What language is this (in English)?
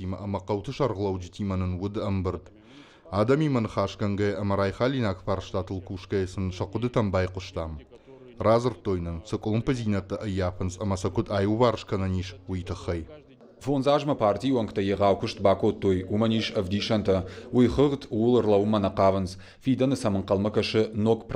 Ossetic